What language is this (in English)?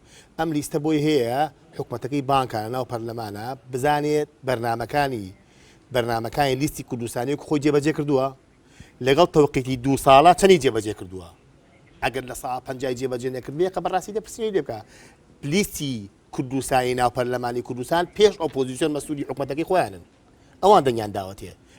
Central Kurdish